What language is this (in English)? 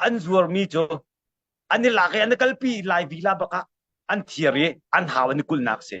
Hakha Chin